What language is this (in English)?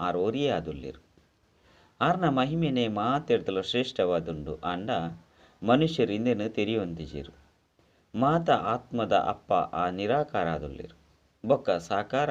Tulu